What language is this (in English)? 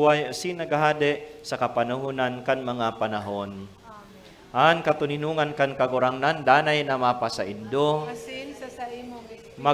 Bikol